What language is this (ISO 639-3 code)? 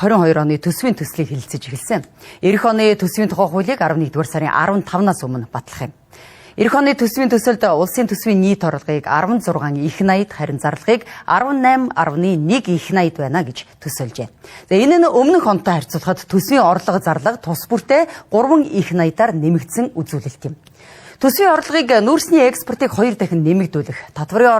mon